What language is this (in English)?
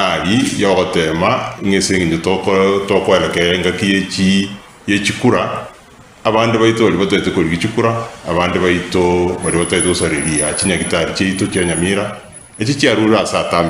Gusii